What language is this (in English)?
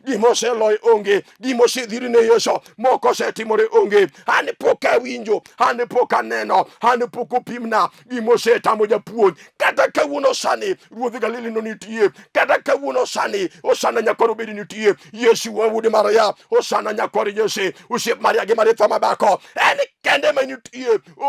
Luo (Kenya and Tanzania)